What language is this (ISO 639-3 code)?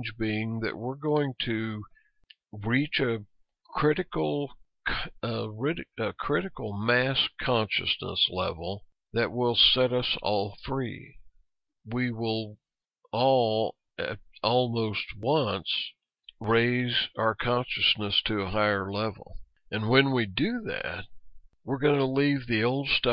eng